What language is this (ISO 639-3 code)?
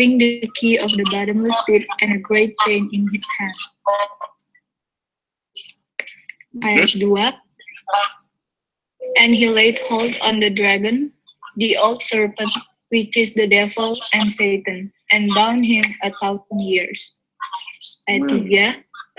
ind